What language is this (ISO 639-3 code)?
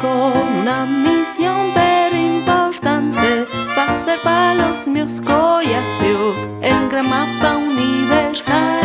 ast